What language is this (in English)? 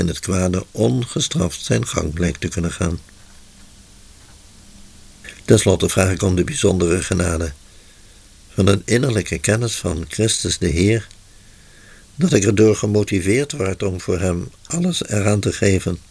Dutch